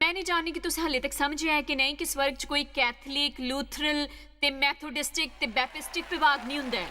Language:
Dogri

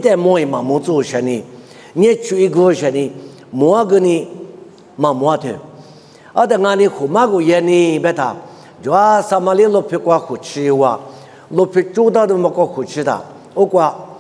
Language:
Lisu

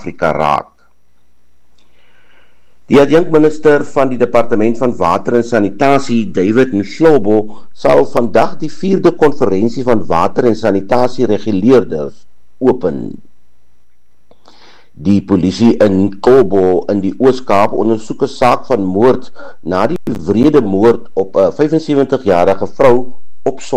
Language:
Afrikaans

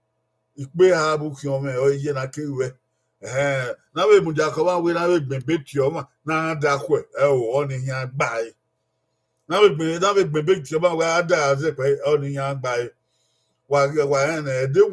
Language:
Bini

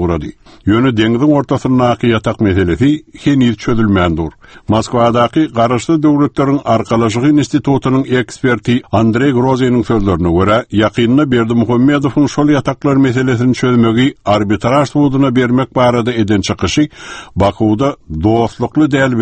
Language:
Turkmen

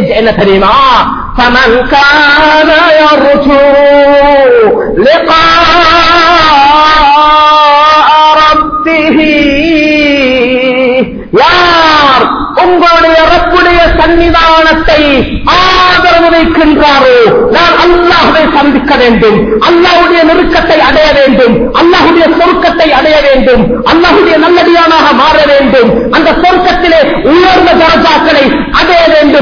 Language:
Tamil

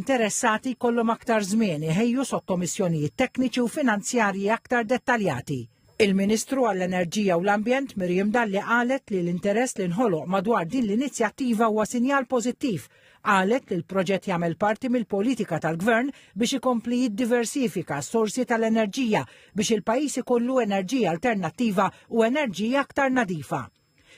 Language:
Maltese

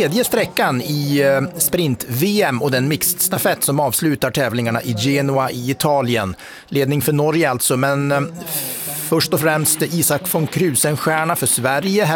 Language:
Swedish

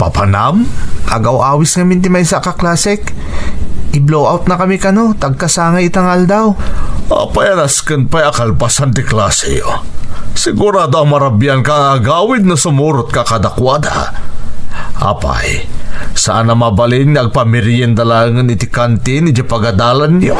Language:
Iloko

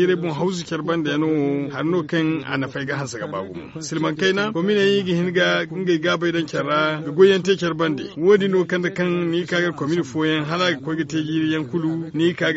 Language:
Zarma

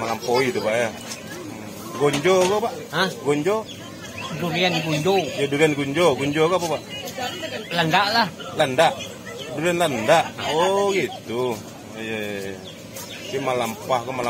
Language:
Minangkabau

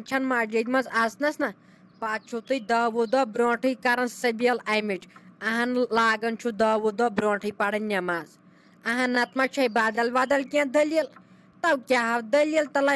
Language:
Kashmiri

